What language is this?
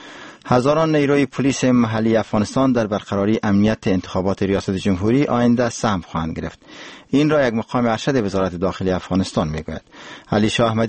Persian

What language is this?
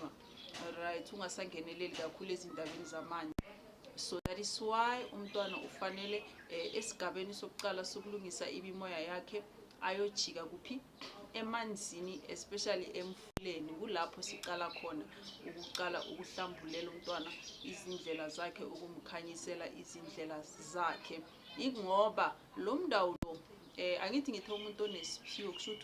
Zulu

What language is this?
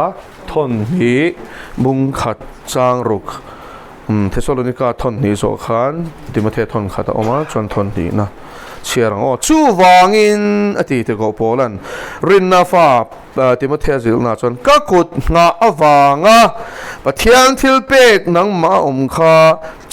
Mizo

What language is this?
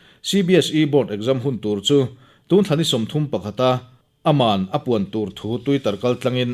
Mizo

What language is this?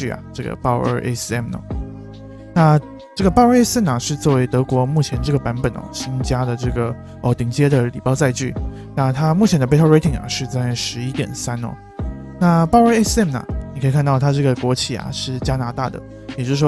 Chinese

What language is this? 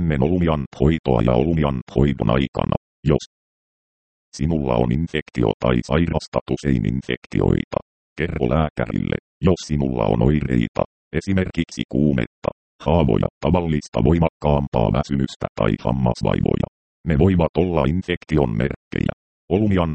Finnish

